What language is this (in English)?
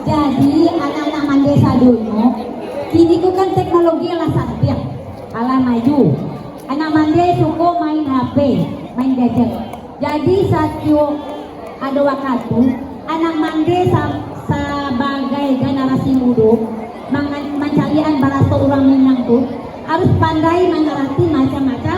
Minangkabau